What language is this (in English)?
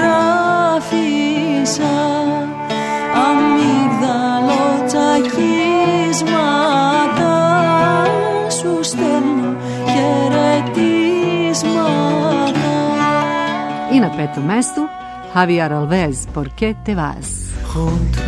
Serbian